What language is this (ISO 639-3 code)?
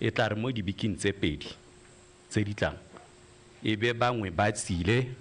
tsn